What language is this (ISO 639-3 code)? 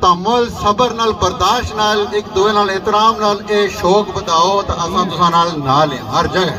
phr